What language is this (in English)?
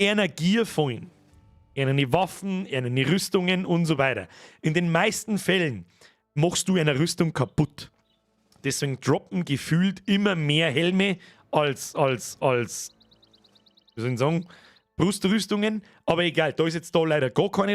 Bavarian